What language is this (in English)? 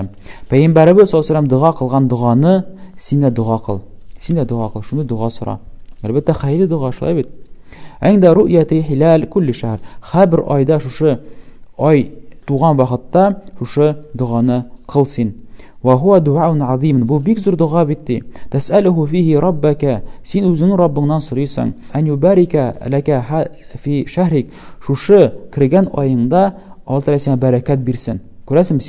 Tatar